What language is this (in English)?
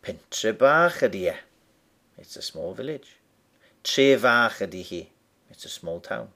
Welsh